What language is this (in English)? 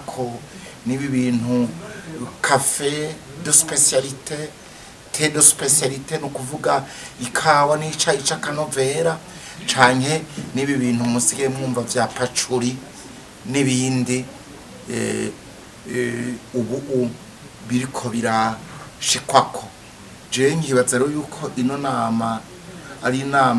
Rundi